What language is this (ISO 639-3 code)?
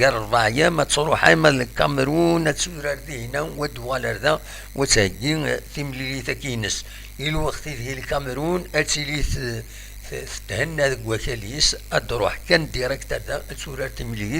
kab